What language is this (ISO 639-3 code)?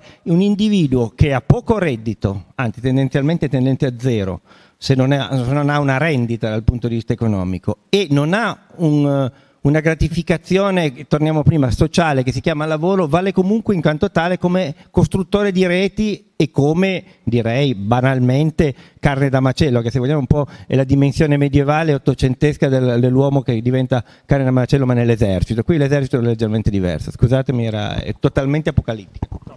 ita